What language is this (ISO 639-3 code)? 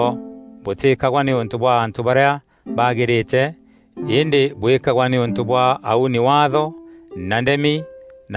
mer